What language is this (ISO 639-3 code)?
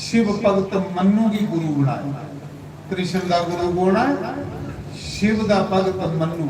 doi